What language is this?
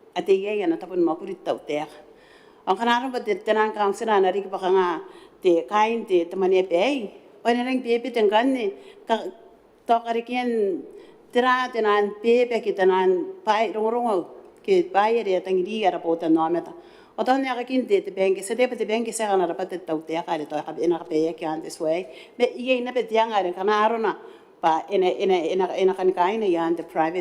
Gilbertese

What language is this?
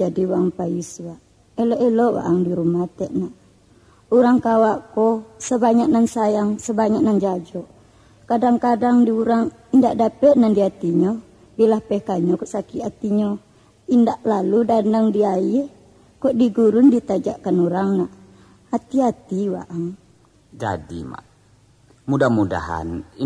Minangkabau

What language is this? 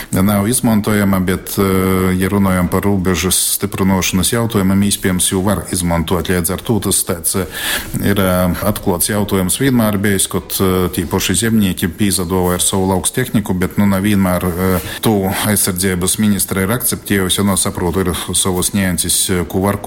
Latgalian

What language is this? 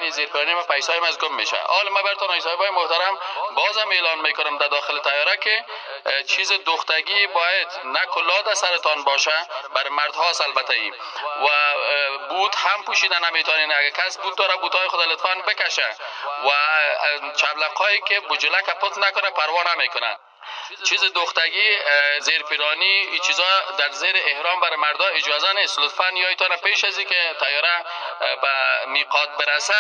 Persian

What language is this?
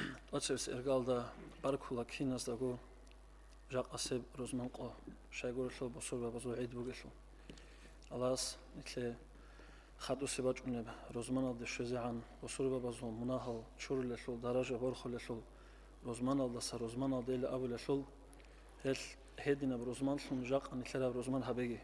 Avaric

